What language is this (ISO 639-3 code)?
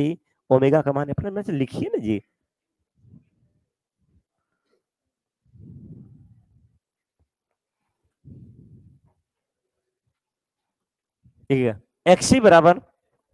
hin